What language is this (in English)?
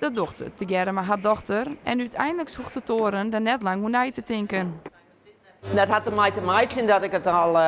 Western Frisian